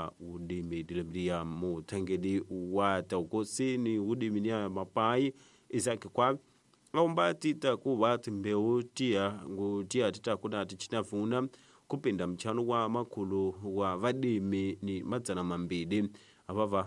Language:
Tsonga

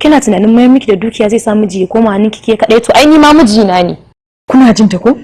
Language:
Hausa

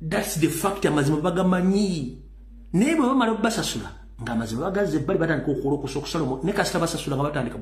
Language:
Ganda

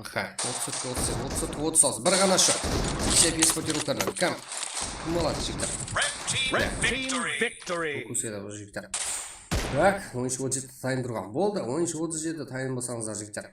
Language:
Kara-Kalpak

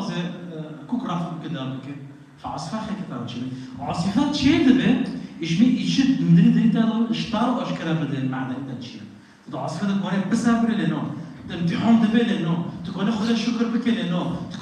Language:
Kurdish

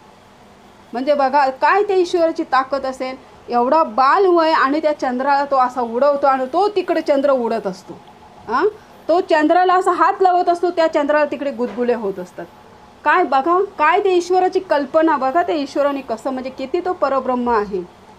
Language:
Marathi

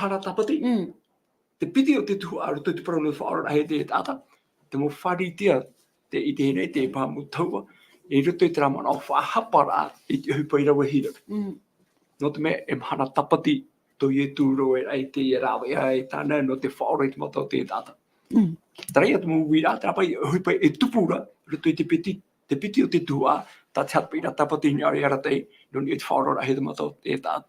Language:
Tahitian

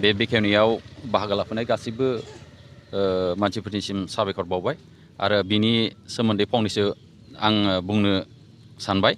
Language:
Bodo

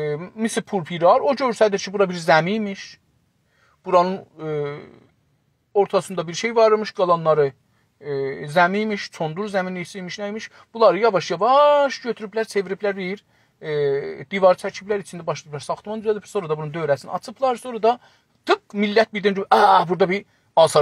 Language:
South Azerbaijani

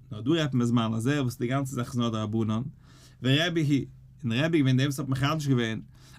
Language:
Yiddish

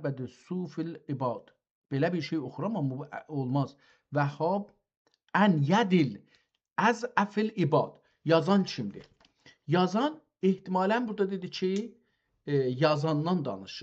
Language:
South Azerbaijani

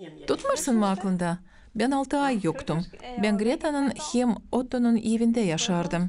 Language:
Gagauz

